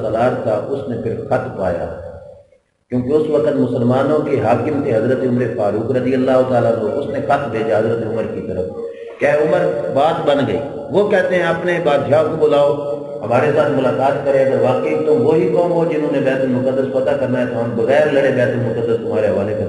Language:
Urdu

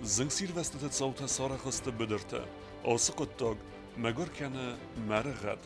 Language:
Ossetic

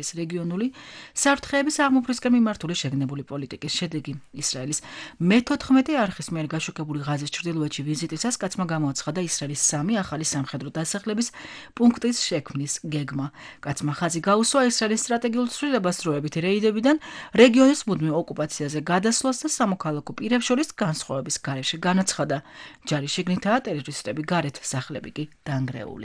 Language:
Georgian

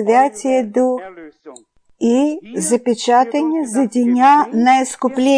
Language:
Bulgarian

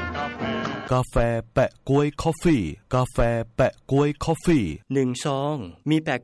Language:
Thai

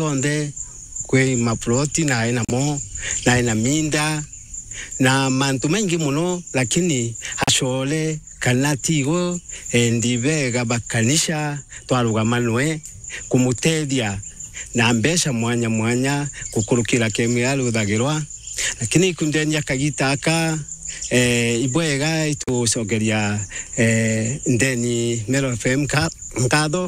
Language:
Meru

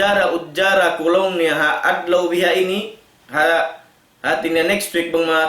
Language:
Tausug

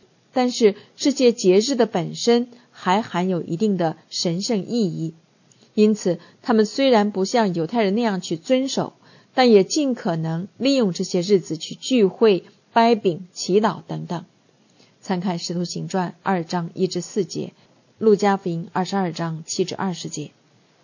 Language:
Chinese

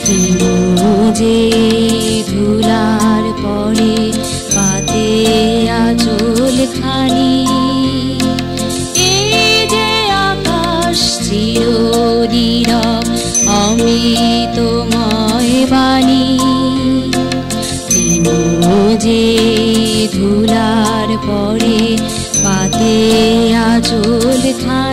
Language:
Bangla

